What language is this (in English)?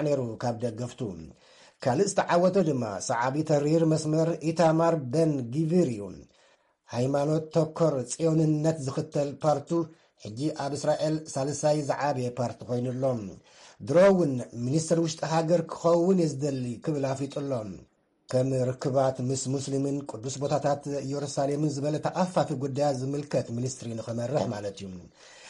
Tigrinya